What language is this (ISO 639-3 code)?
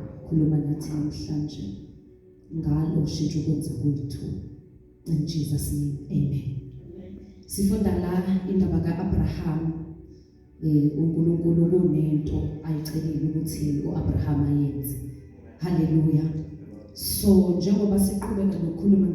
zul